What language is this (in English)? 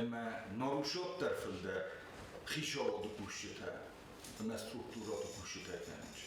Ossetic